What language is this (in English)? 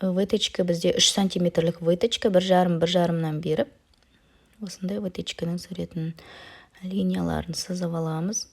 Kazakh